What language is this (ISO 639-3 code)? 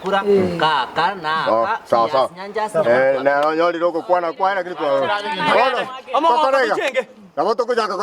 guz